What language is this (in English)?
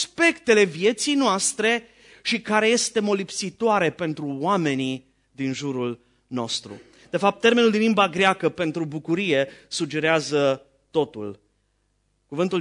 Romanian